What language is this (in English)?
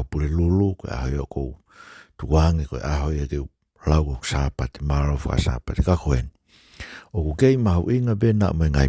Tongan